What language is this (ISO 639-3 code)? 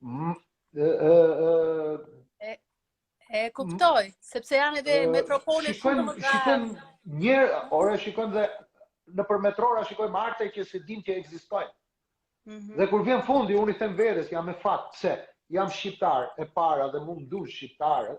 sqi